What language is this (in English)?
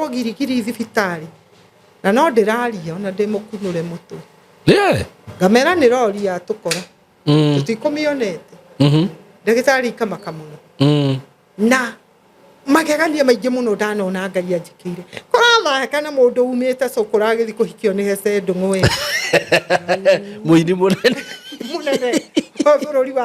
Kikuyu